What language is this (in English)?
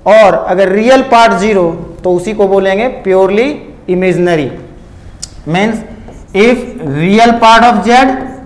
Hindi